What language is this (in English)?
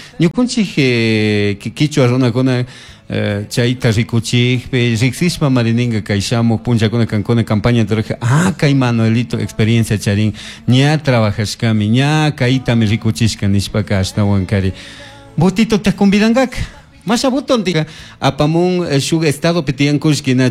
Chimborazo Highland Quichua